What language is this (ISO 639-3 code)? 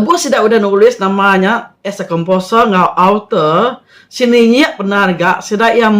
iba